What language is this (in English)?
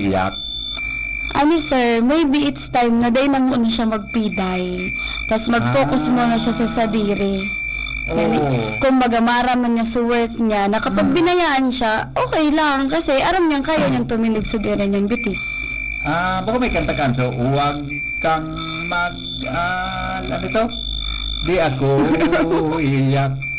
Bikol